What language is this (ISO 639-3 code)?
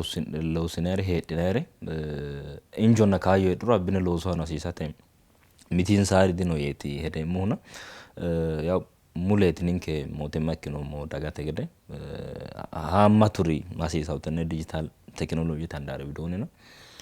sid